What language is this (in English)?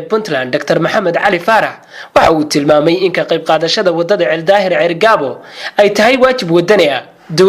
Somali